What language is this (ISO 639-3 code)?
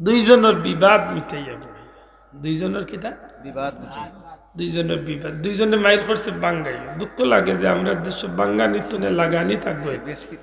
syl